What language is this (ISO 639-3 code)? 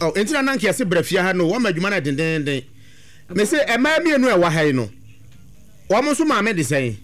aka